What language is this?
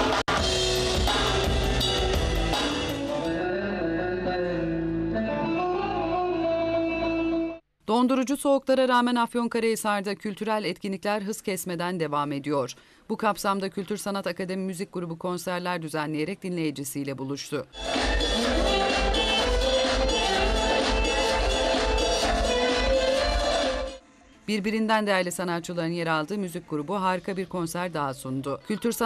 Turkish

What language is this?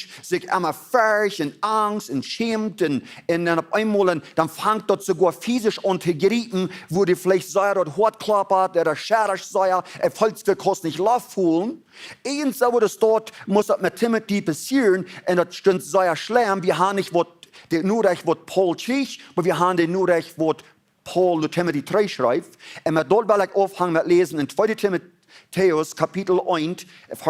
Plautdietsch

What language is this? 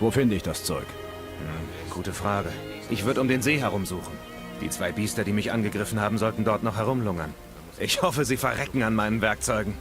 Bavarian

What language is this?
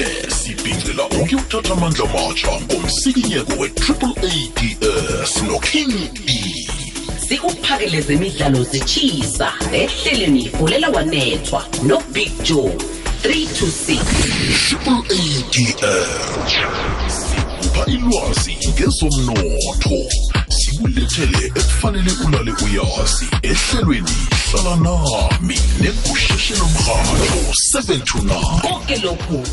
South Ndebele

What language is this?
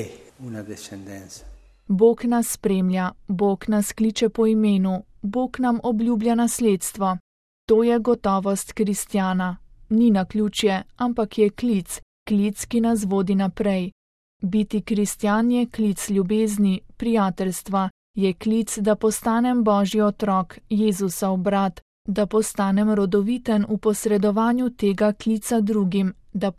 Slovenian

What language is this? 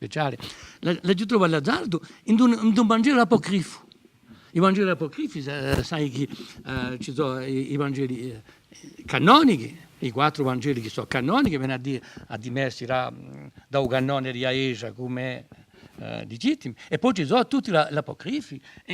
Corsican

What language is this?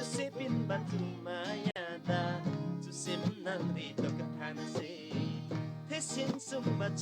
Eastern Tamang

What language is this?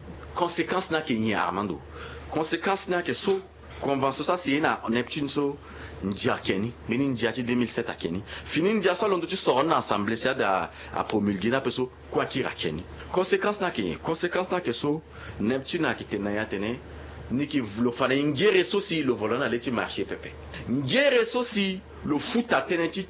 Sango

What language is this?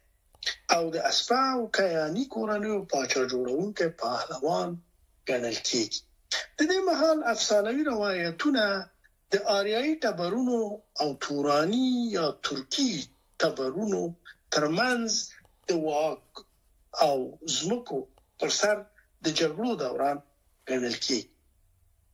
Pashto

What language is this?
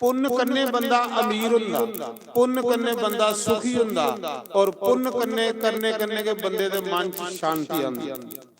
Dogri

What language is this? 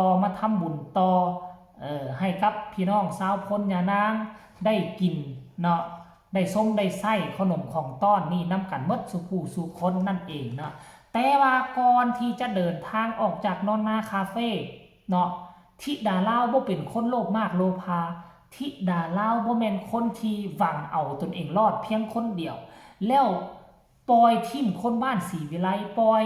Northeastern Thai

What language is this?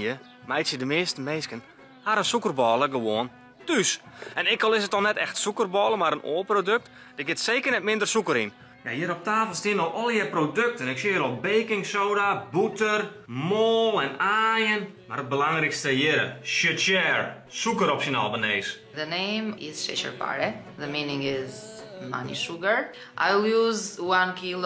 Western Frisian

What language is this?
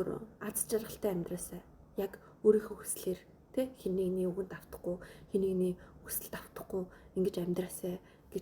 Mongolian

